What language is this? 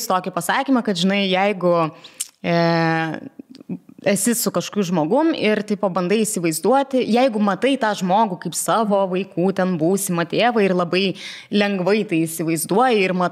Lithuanian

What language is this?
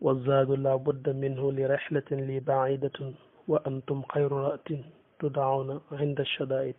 Wolof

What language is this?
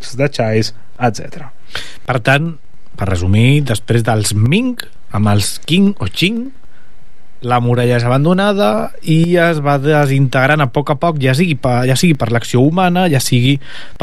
Catalan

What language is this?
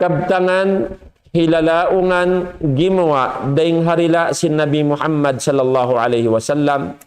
Tausug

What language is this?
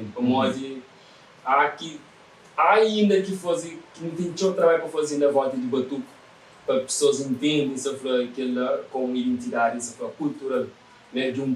Kabuverdianu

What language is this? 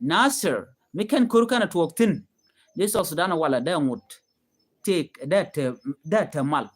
Nuer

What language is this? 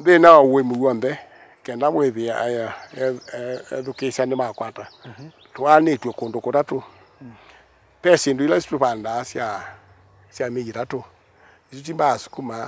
Kamba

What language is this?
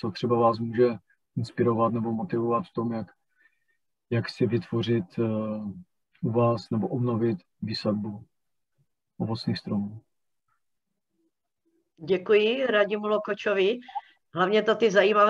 Czech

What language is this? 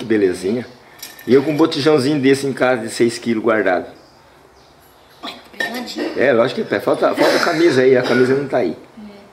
Portuguese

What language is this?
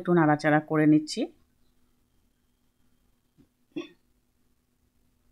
Bangla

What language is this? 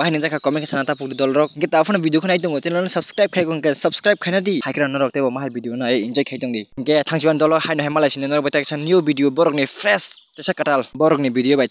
Kok Borok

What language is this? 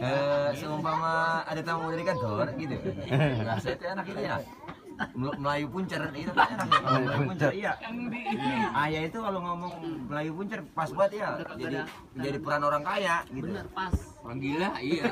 Betawi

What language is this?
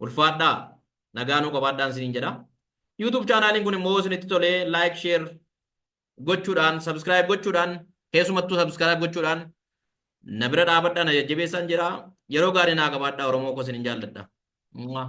Oromo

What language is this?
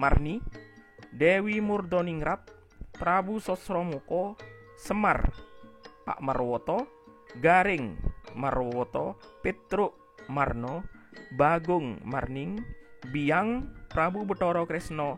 Madurese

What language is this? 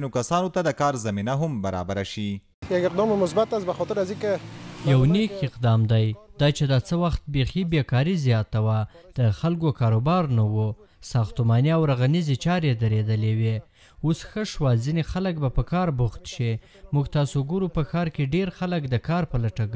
Pashto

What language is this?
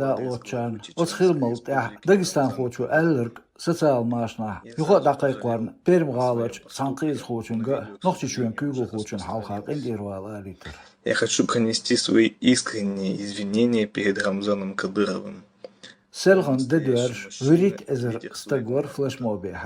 Chechen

